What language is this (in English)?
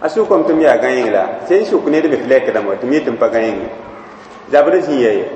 Mossi